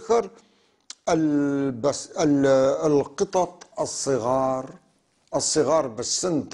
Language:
North Levantine Arabic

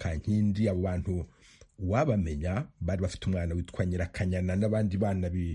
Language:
Kinyarwanda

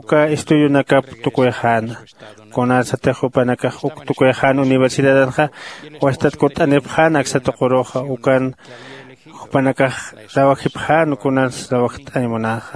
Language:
Aymara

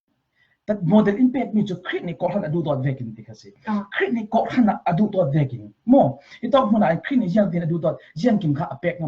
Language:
Falam Chin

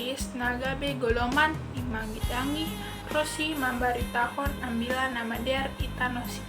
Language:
Batak Simalungun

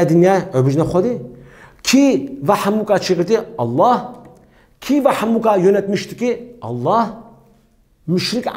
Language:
Kurdish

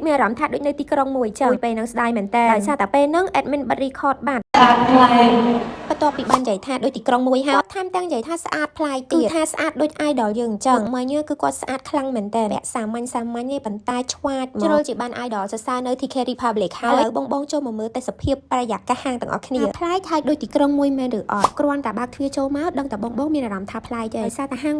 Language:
Khmer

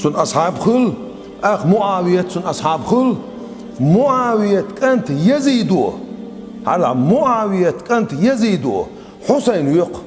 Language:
Chechen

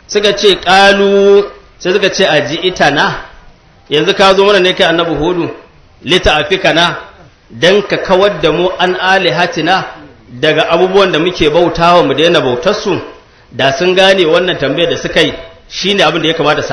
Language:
Hausa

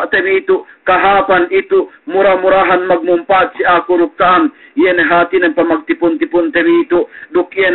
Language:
Yakan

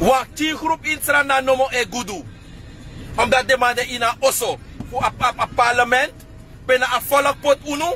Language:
Sranan Tongo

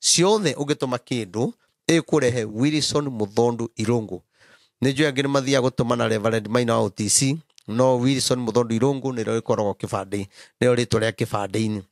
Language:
Kikuyu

